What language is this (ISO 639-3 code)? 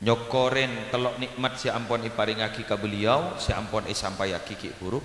mad